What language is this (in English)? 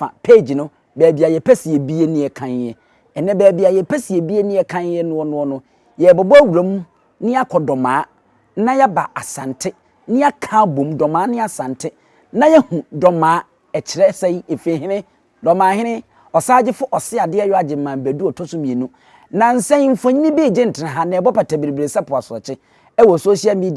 Akan